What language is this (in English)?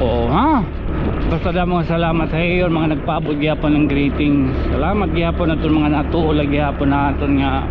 Waray